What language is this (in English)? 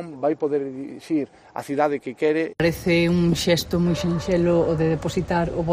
Galician